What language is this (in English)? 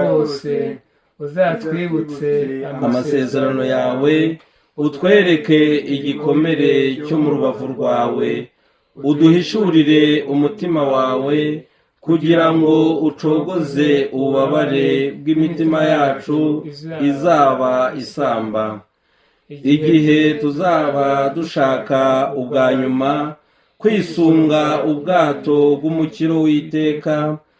Kinyarwanda